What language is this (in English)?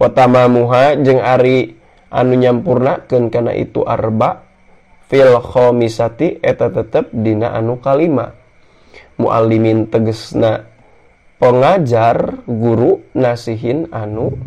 Sundanese